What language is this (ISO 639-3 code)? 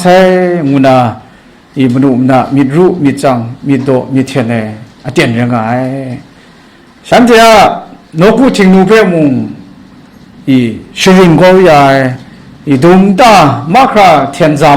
kac